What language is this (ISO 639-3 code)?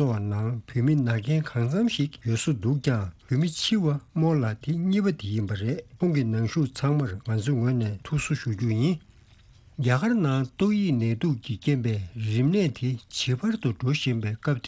bod